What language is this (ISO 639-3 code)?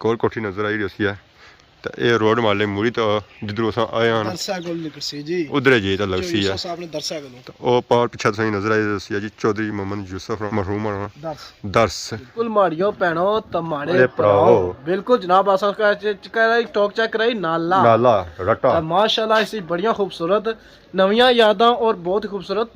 phr